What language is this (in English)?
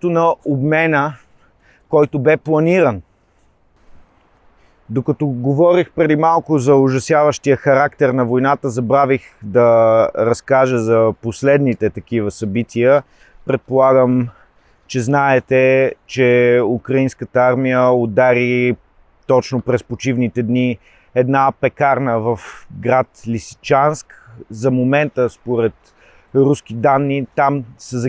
Bulgarian